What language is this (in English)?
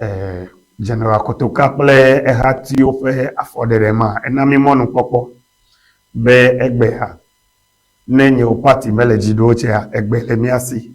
Ewe